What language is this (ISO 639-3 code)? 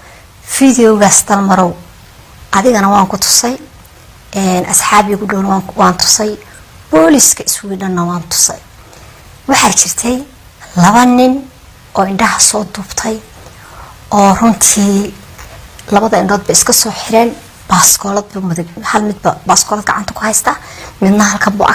som